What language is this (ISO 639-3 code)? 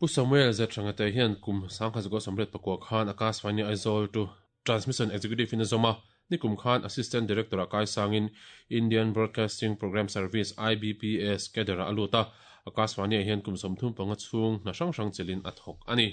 lus